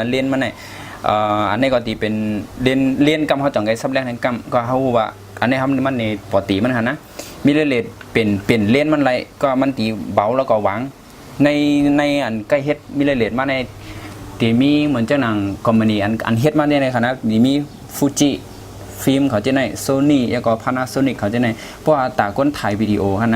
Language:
Shan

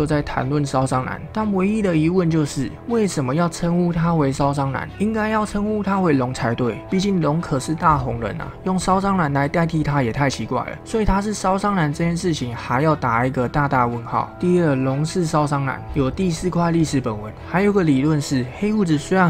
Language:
Chinese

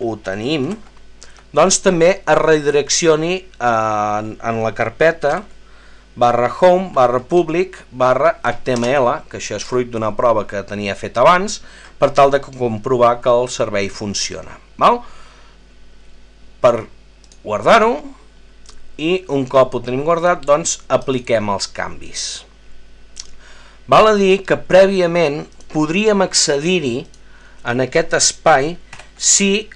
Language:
Catalan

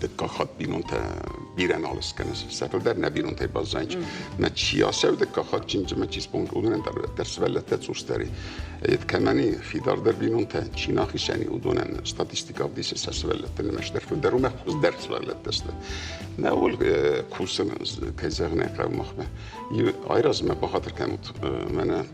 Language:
Ossetic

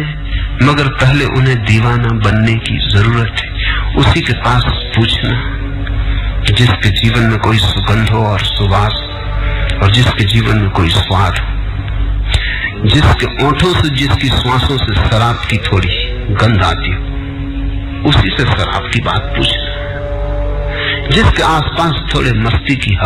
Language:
Hindi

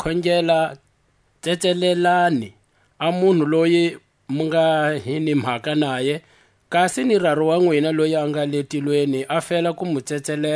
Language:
Tswa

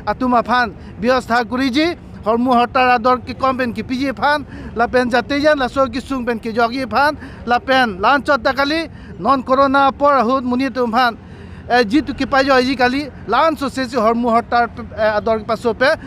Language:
Karbi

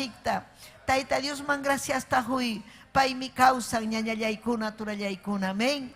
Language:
Ayacucho Quechua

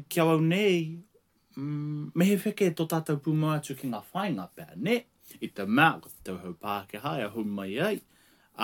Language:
Māori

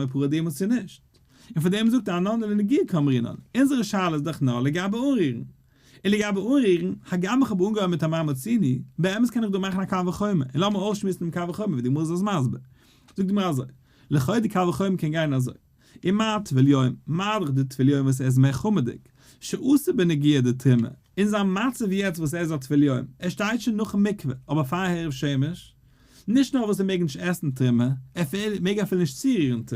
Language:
Yiddish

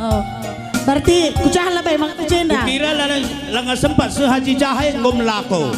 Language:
Batak Karo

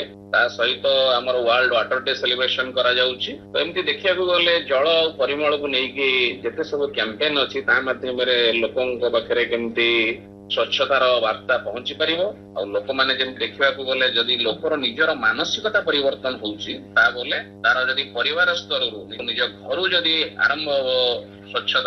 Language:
Odia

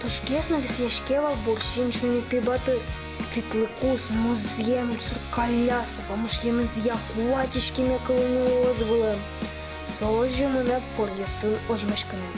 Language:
Udmurt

